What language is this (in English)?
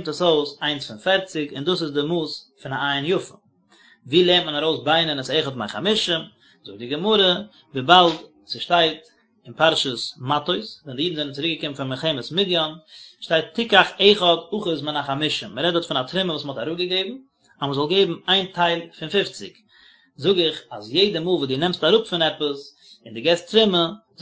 Yiddish